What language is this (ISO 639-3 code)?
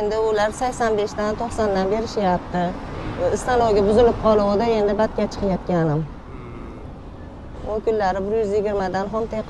uzb